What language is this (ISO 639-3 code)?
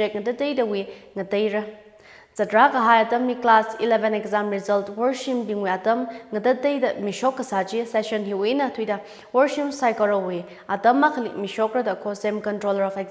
nmf